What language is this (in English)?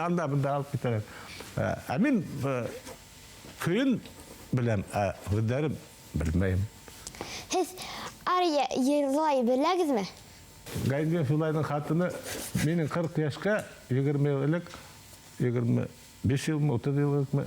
Bashkir